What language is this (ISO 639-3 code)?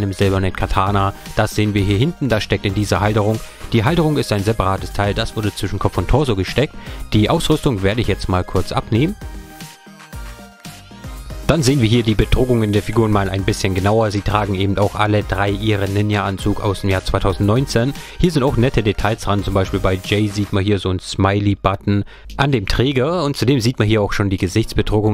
deu